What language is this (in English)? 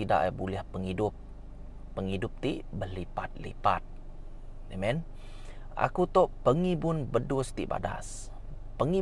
Iban